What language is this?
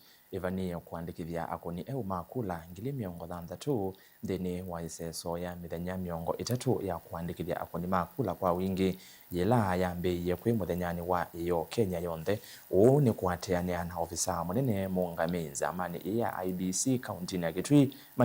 Kamba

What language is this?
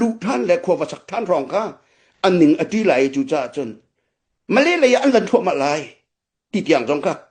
Hakha Chin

